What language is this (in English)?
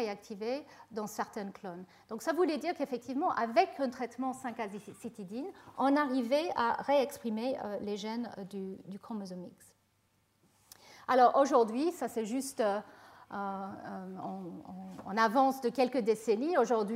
French